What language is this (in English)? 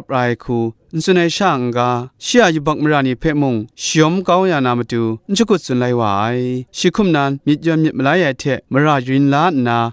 Kachin